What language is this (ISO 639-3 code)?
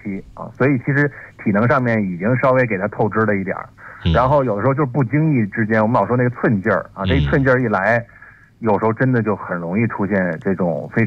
zho